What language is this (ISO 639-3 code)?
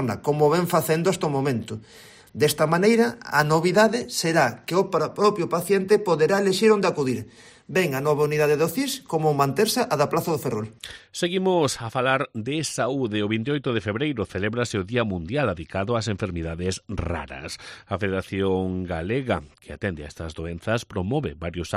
glg